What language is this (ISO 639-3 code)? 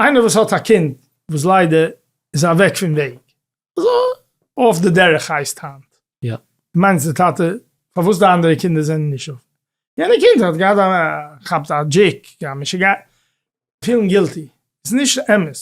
yid